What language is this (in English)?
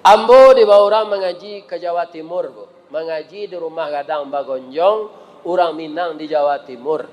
Minangkabau